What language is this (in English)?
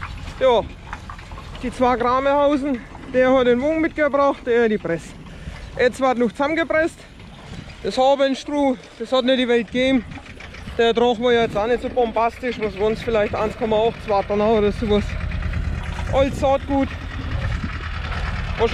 German